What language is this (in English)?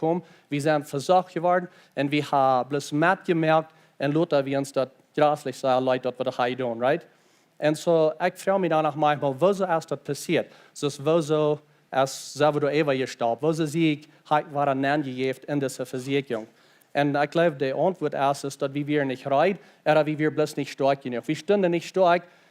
Plautdietsch